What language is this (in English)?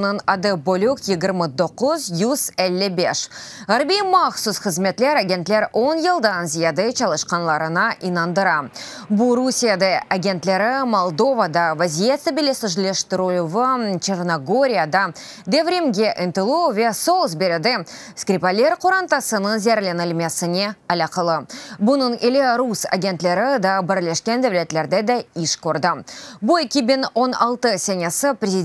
Crimean Tatar